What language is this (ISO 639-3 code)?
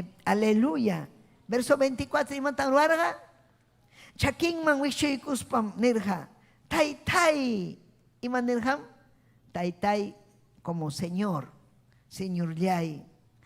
quy